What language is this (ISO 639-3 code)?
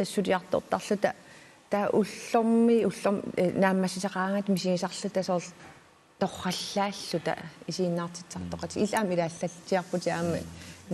kal